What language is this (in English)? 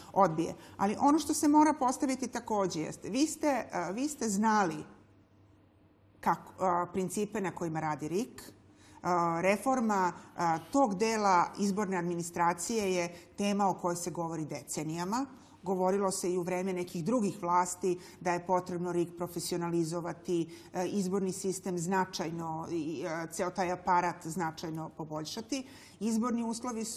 Serbian